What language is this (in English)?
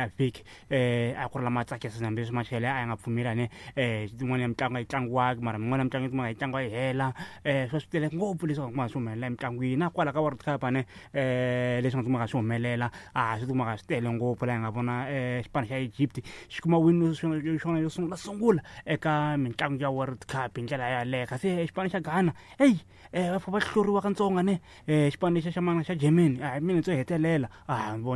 Tsonga